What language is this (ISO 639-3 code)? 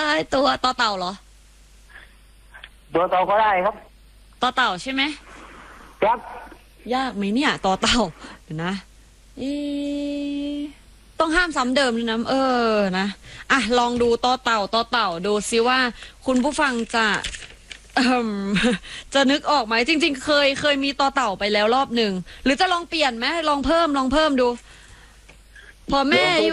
tha